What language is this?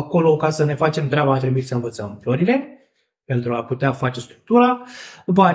Romanian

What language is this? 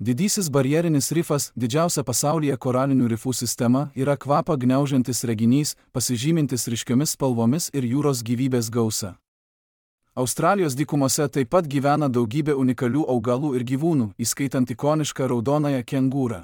Lithuanian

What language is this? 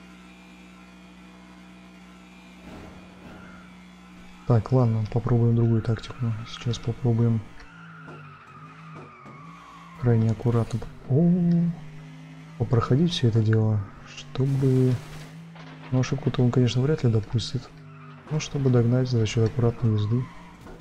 Russian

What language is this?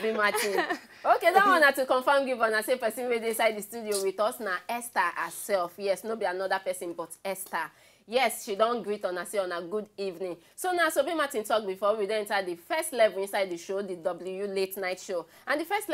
Nigerian Pidgin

